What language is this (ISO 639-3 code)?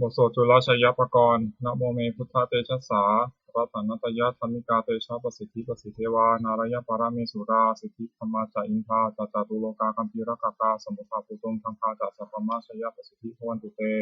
pli